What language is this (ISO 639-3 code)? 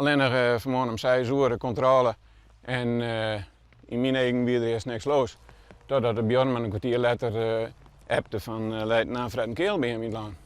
fry